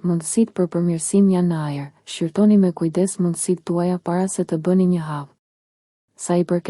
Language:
Albanian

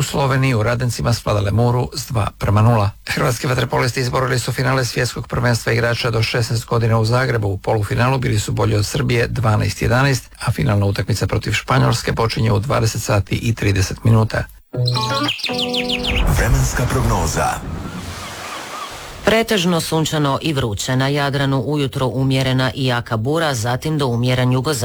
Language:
Croatian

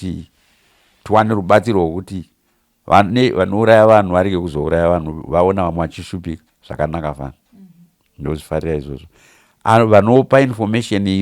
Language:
Shona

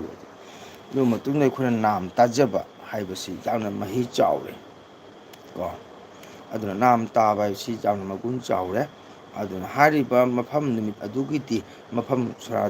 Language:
Manipuri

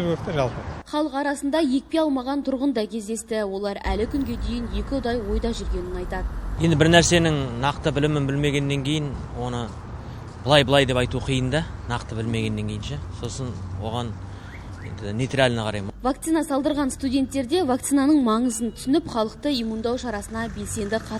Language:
Kazakh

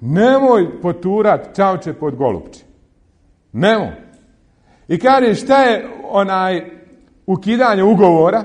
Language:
Bosnian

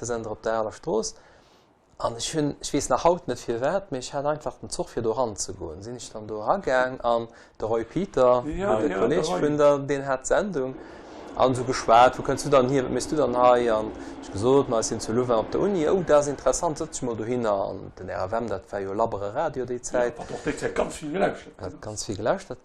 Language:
Luxembourgish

